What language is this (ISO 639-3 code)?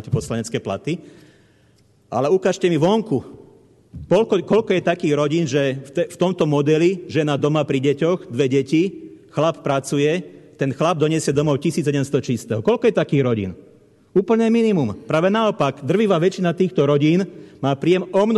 slk